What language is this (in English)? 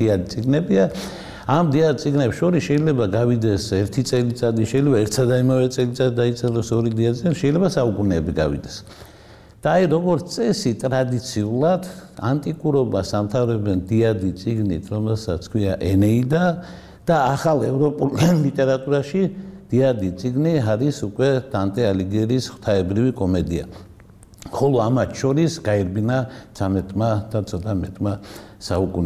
Georgian